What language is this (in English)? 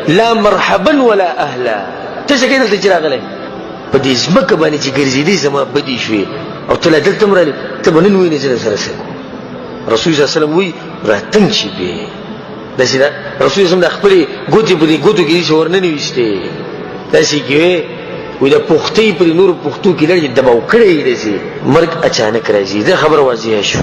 Pashto